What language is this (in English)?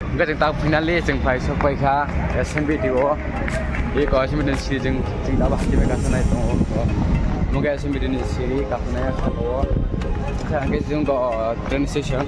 Kok Borok